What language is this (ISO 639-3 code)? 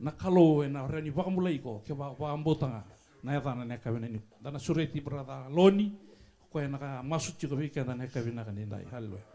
fij